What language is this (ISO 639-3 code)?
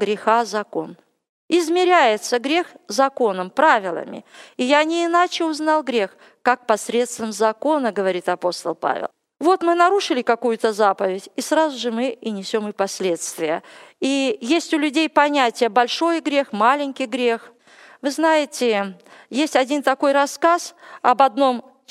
rus